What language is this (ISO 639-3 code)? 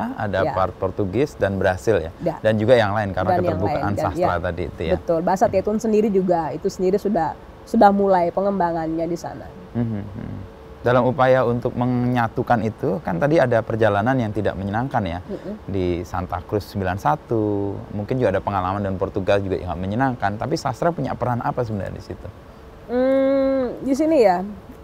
ind